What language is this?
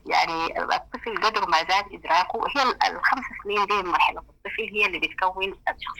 Sudanese Arabic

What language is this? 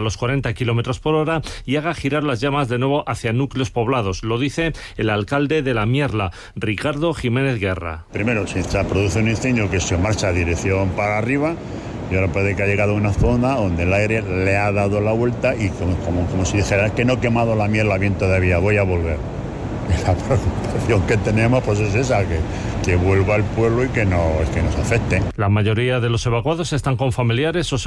Spanish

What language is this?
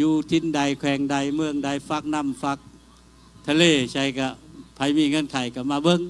Lao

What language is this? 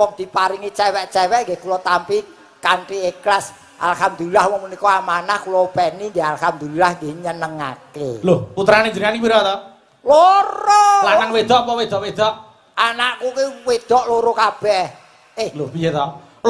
Javanese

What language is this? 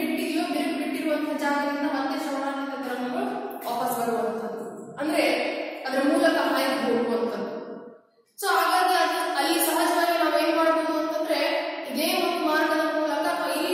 Kannada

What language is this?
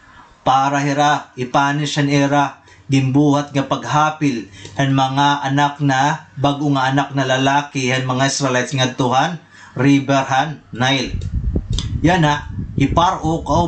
Waray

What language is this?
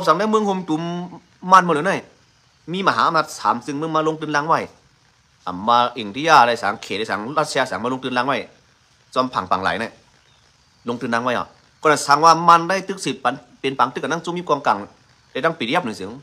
Shan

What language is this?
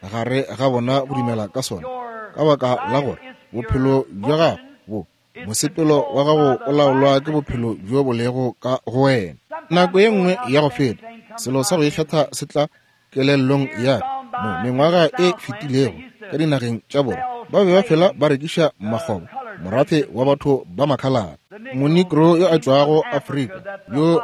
Northern Sotho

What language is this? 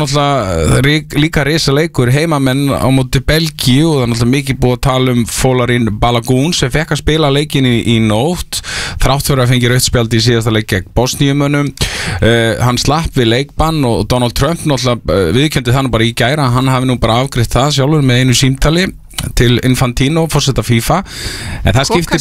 Icelandic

